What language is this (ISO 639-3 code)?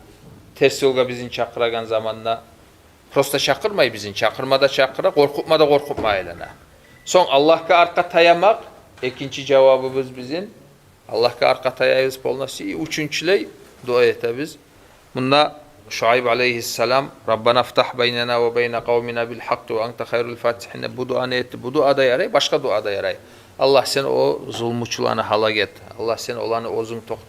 kum